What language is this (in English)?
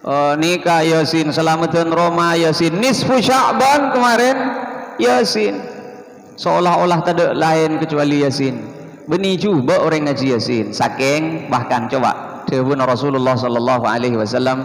Madurese